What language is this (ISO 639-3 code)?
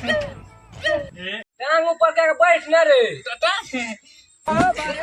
mai